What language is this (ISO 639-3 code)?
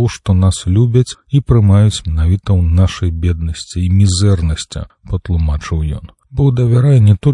bel